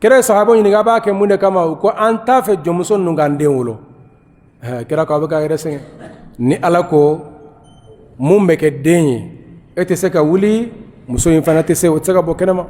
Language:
Bambara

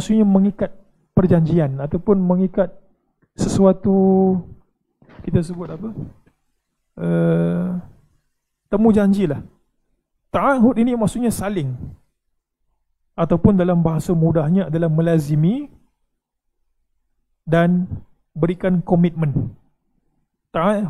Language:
Malay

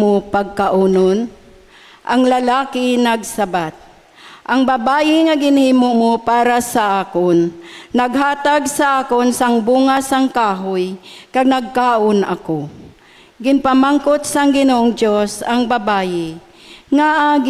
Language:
Hiligaynon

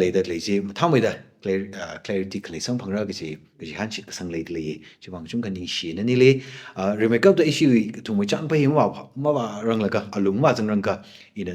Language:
Tangkhul Naga (India)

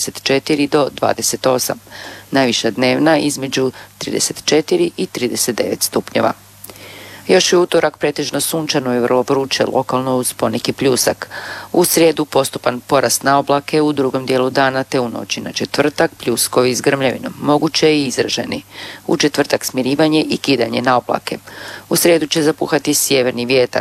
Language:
Croatian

